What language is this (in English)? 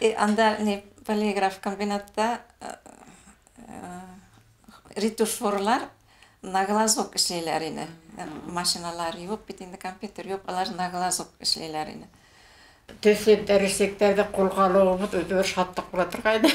Bashkir